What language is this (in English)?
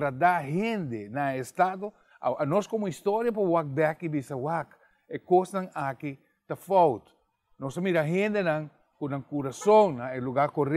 Papiamento